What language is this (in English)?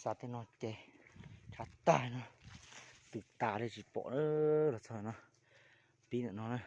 Hmong